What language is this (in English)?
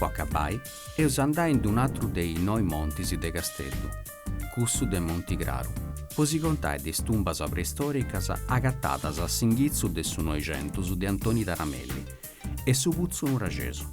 Sardinian